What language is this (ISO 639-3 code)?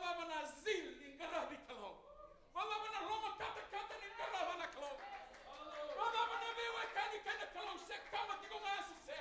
fij